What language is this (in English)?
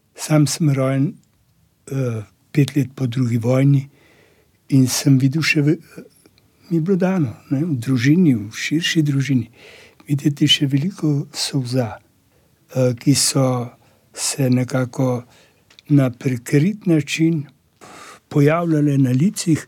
Slovenian